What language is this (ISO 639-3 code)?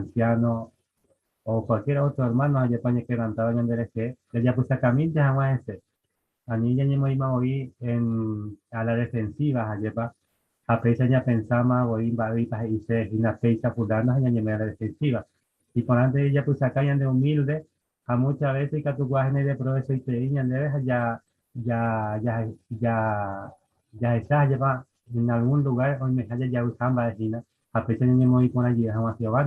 grn